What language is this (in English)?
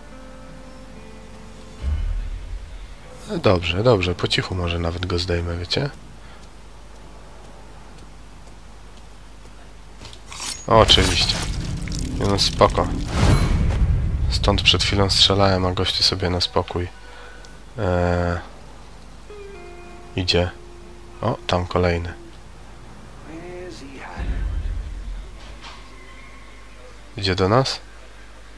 Polish